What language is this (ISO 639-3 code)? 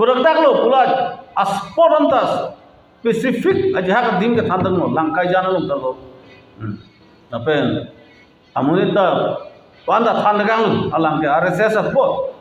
mjw